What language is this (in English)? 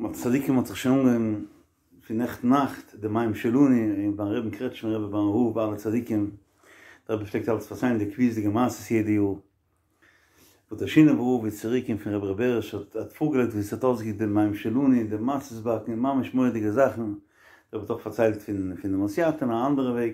Yiddish